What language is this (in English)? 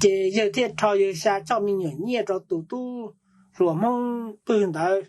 Hmong